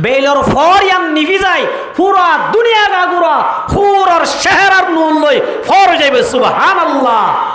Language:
Rohingya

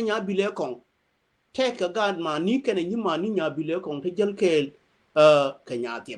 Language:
Nuer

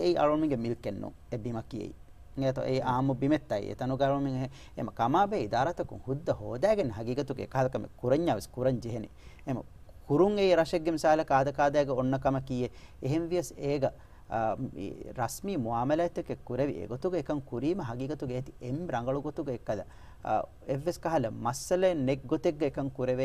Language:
Divehi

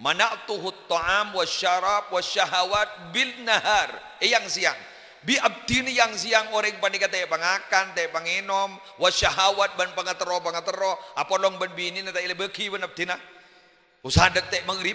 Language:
Madurese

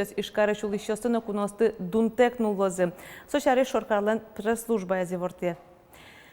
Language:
Udmurt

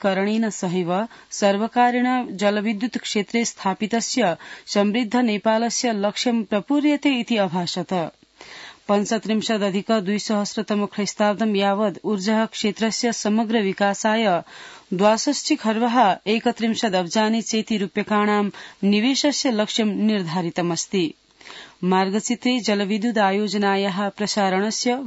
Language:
Sanskrit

